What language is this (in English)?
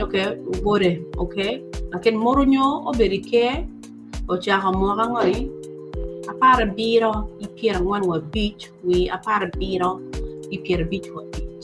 Acoli